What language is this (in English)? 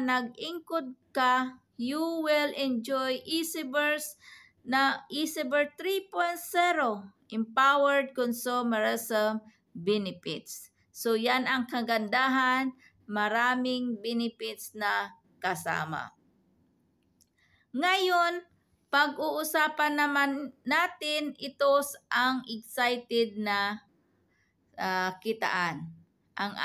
Filipino